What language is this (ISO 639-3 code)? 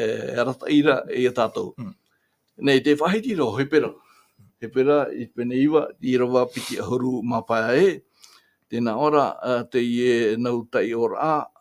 tah